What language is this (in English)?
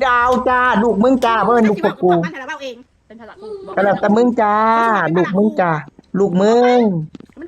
Northeastern Thai